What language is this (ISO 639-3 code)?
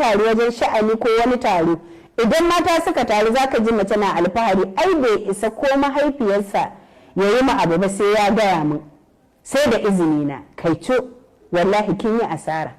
hau